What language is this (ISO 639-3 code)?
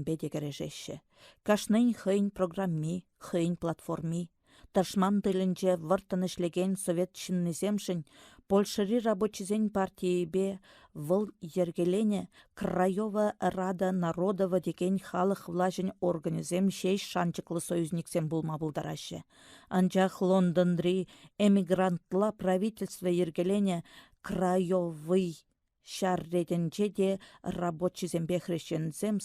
chv